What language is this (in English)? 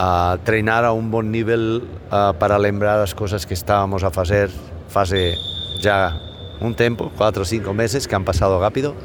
Galician